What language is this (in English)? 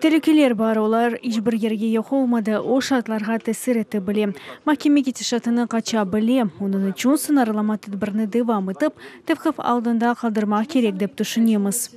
Crimean Tatar